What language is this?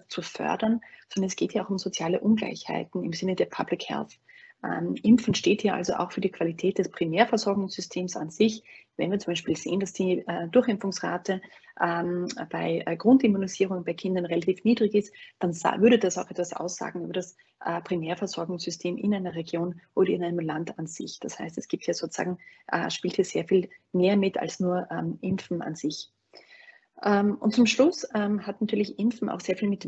German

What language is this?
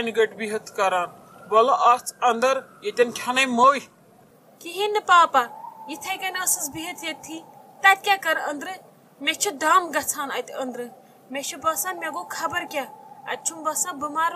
Kashmiri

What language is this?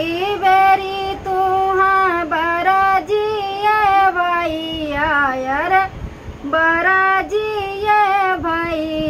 Bhojpuri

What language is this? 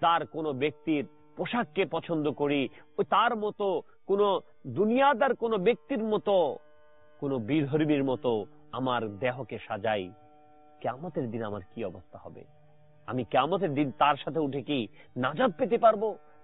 Bangla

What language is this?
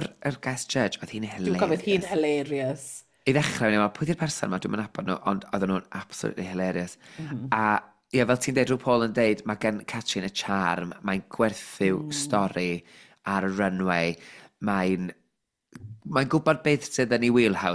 Welsh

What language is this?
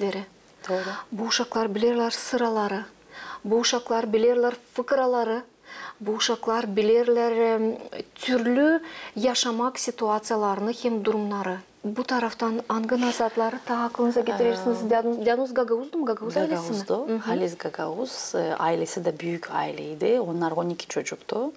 Gagauz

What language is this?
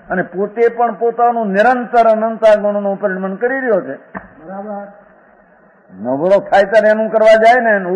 Gujarati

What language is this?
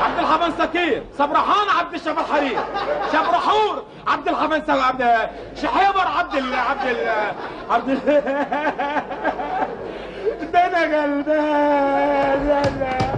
Egyptian Arabic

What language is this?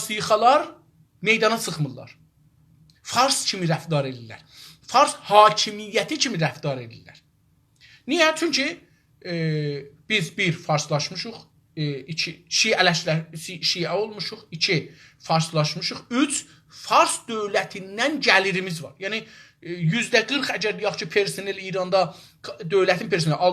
South Azerbaijani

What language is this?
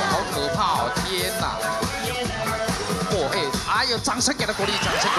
Chinese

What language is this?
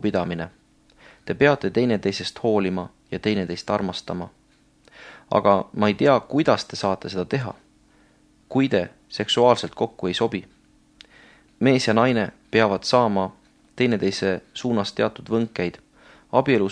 Estonian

